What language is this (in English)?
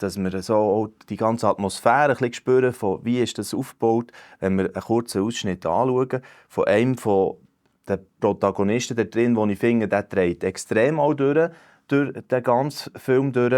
Swiss German